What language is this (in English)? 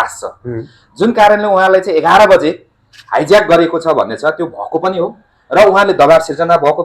Nepali